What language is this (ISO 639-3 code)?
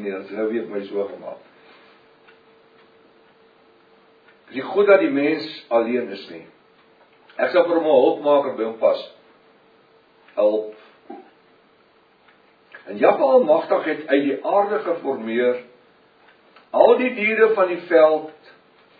afr